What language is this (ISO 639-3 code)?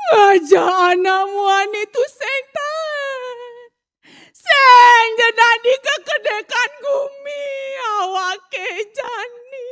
ban